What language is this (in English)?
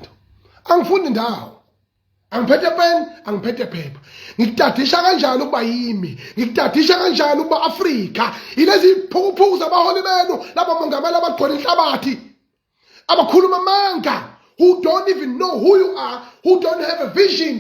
Zulu